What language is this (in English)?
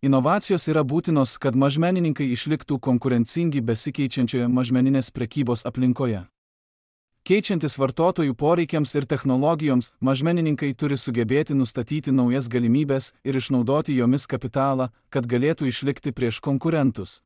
Lithuanian